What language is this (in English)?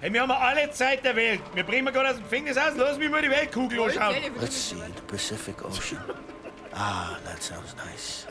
Bavarian